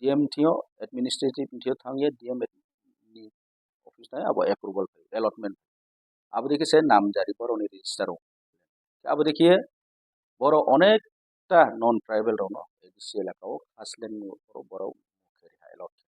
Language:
Riang (India)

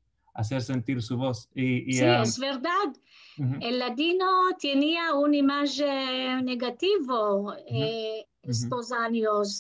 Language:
Ladino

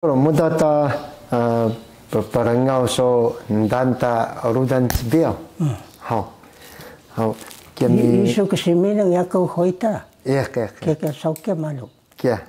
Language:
Taroko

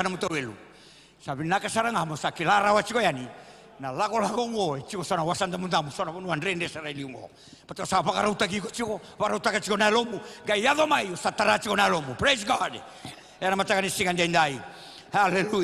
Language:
Fijian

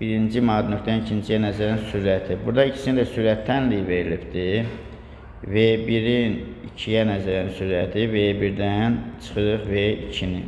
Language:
Azerbaijani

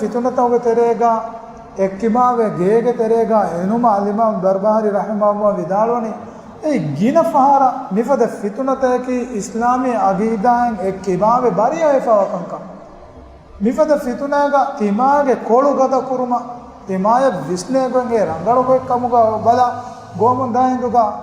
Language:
Divehi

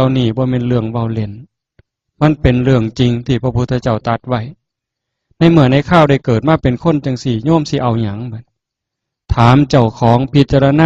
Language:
Northeastern Thai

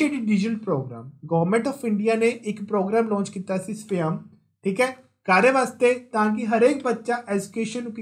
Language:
Punjabi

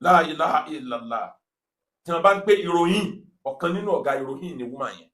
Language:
Yoruba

